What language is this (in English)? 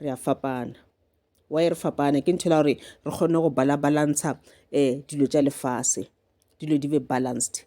Northern Sotho